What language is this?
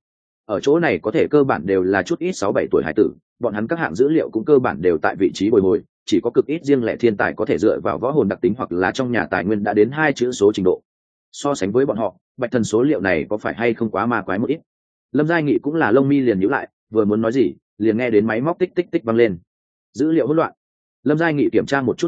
Vietnamese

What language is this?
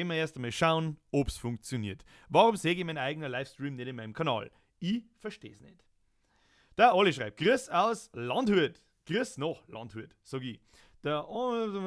Bavarian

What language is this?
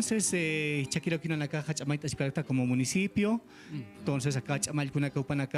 Aymara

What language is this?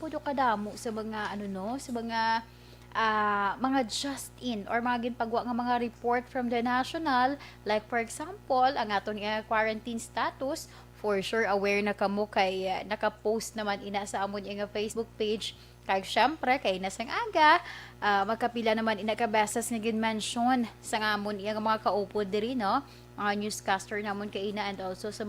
Hiligaynon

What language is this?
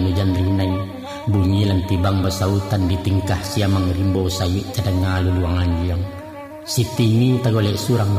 Minangkabau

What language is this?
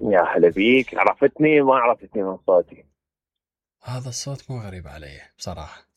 Mesopotamian Arabic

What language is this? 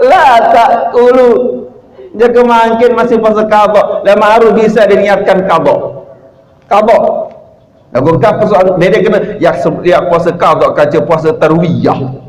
Sasak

